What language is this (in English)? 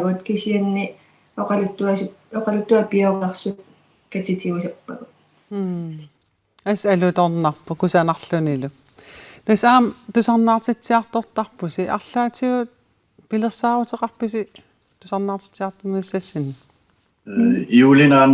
Kalaallisut